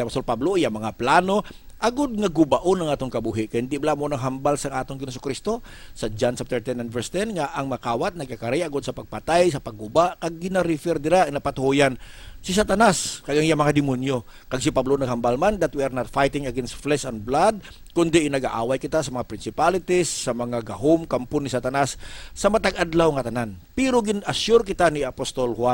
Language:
Hiligaynon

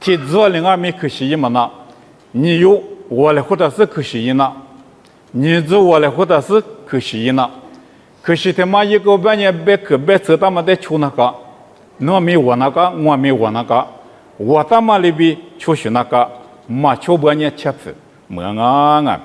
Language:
Lisu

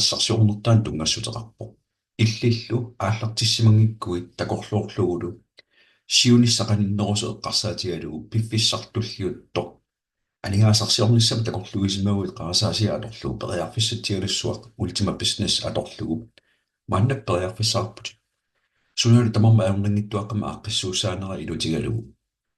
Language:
Kalaallisut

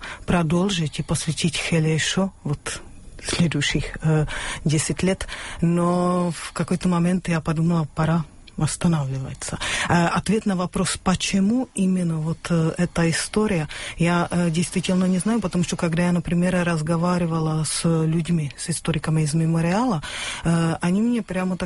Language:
Russian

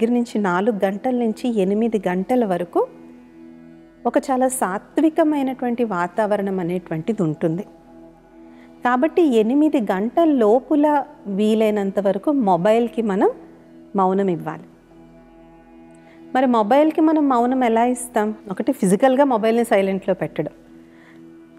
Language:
Telugu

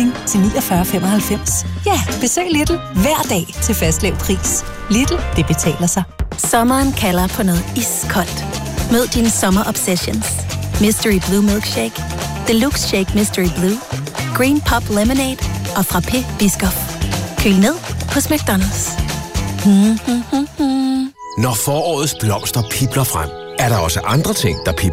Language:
Danish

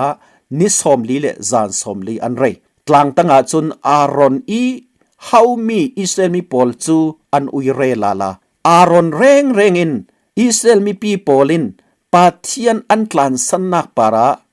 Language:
Falam Chin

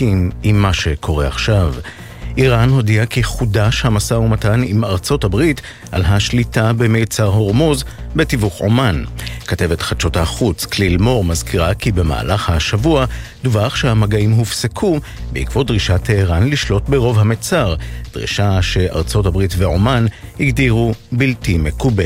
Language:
Hebrew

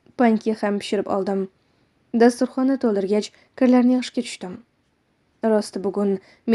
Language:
Uzbek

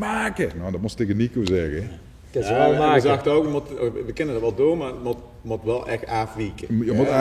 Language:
Limburgish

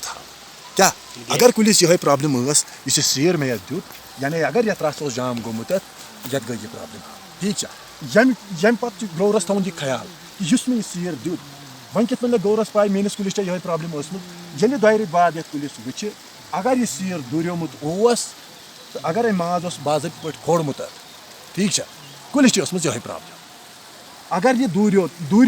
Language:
Kashmiri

